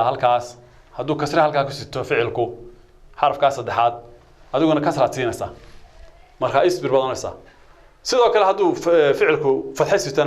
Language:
Somali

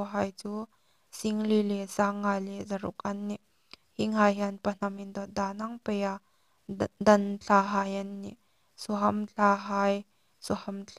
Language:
Hmar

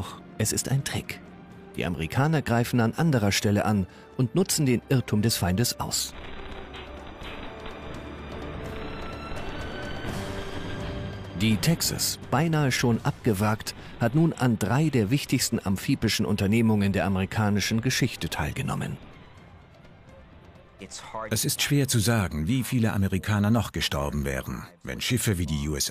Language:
German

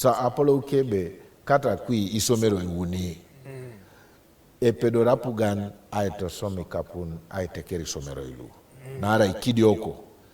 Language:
Teso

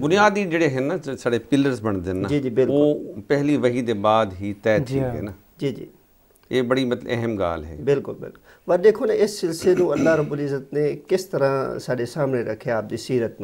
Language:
Saraiki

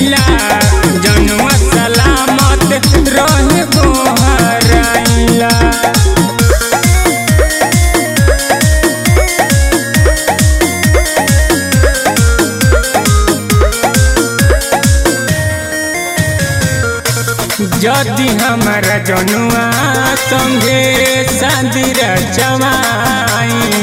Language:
Bhojpuri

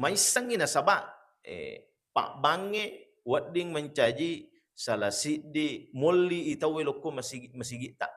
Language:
Buginese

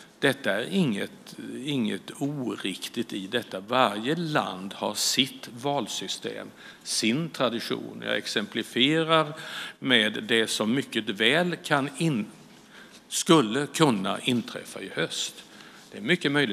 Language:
Swedish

